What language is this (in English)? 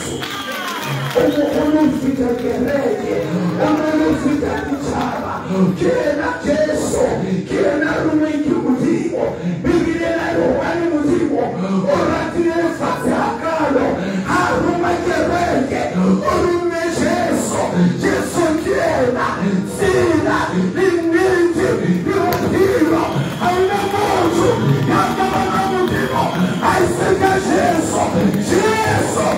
Southern Sotho